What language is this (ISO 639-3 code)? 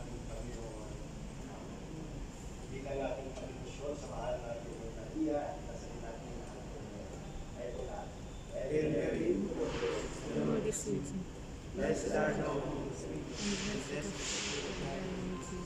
fil